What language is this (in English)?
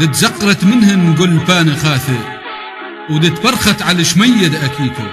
Assyrian Neo-Aramaic